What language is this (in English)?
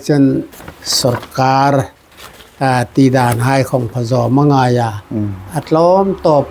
Hmar